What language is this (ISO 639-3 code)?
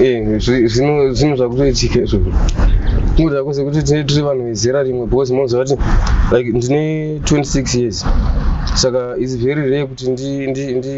sna